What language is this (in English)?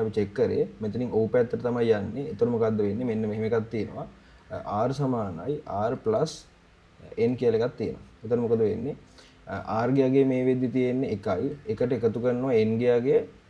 Sinhala